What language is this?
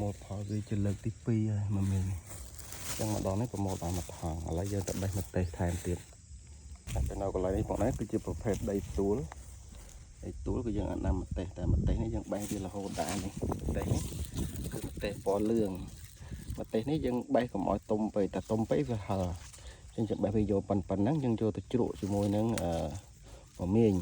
Khmer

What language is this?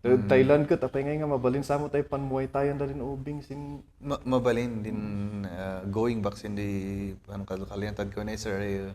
Kankanaey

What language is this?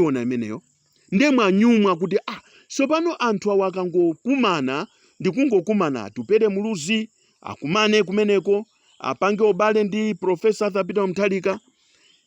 Nyanja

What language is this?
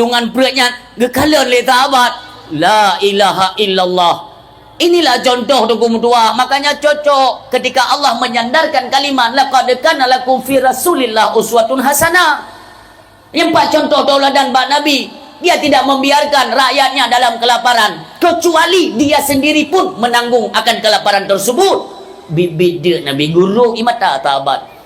Achinese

